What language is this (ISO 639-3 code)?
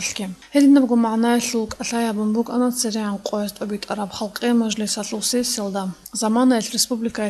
ava